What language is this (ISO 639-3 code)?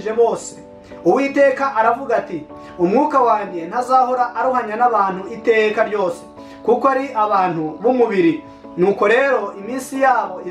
kin